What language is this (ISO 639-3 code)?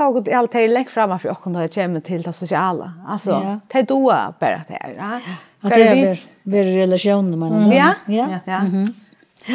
fao